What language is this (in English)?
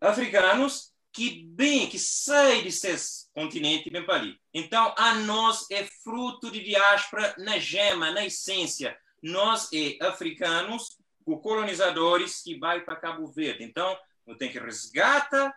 Kabuverdianu